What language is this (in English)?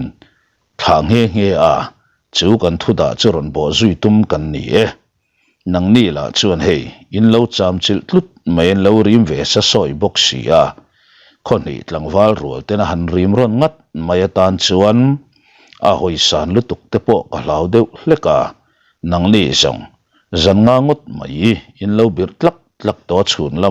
Mizo